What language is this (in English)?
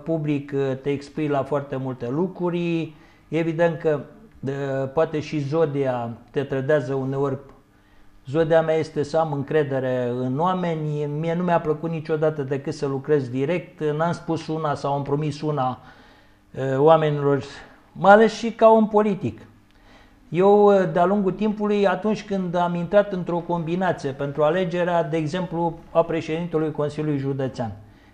Romanian